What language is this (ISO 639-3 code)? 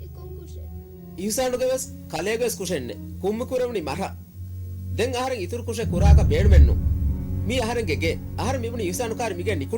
div